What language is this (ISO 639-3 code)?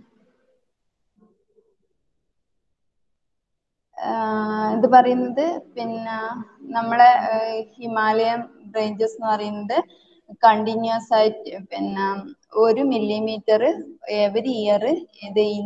mal